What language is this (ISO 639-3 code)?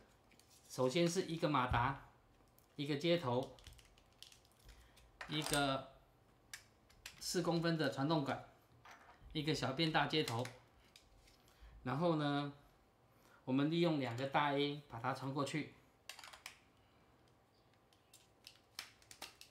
zho